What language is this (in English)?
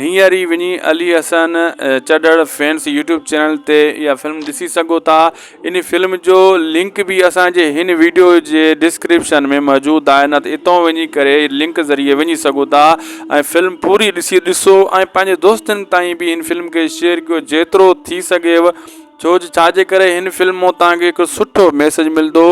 Sindhi